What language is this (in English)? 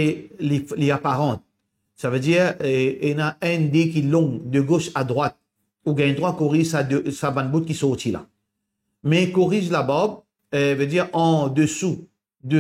Morisyen